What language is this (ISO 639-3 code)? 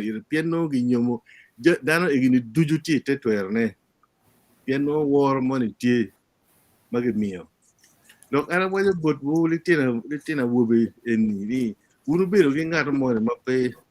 ach